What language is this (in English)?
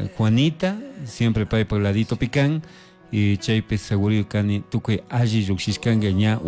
Chimborazo Highland Quichua